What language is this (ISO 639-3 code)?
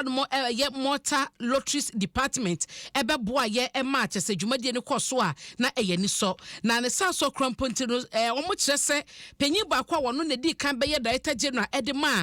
aka